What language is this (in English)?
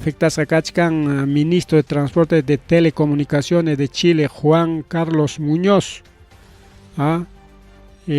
Ayacucho Quechua